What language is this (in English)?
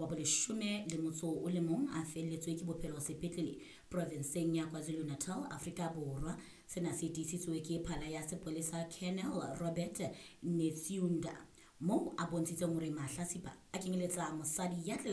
Southern Sotho